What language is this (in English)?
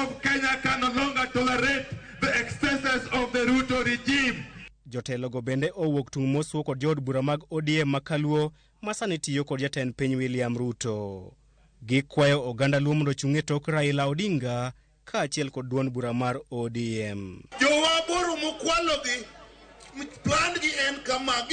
Luo (Kenya and Tanzania)